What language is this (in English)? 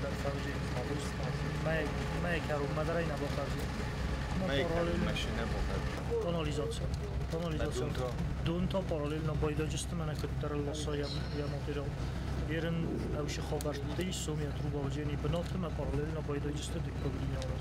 Ossetic